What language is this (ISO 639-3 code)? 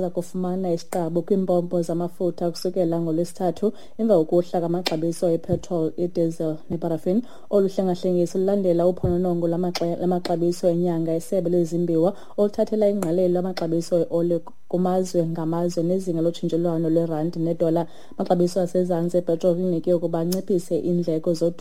xho